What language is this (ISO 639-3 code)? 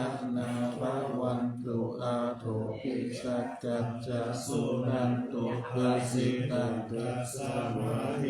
pli